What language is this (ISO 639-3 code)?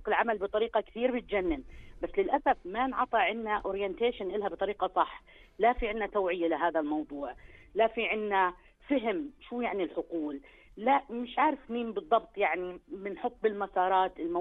apc